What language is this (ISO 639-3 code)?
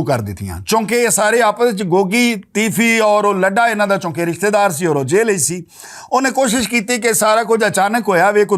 lah